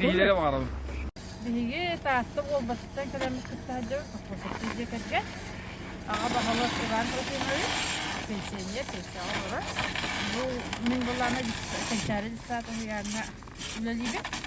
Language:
Yakut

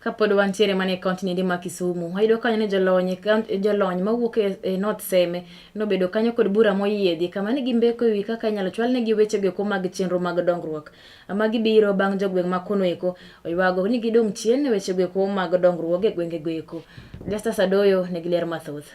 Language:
Luo (Kenya and Tanzania)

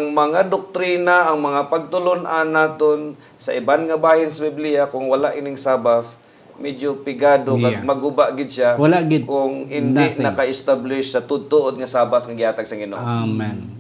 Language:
Hiligaynon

